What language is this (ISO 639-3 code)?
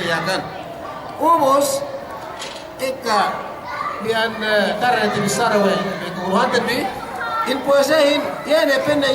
yka